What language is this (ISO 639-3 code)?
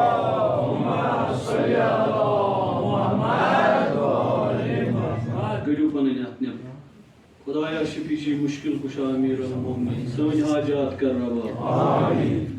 kas